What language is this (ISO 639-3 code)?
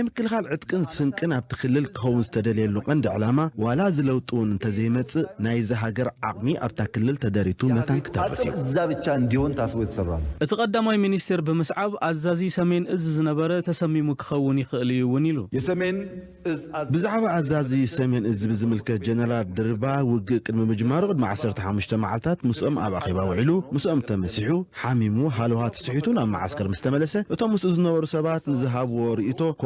tir